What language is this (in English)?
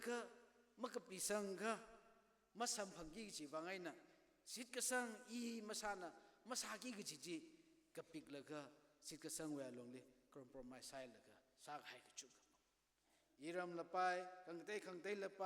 Tangkhul Naga (India)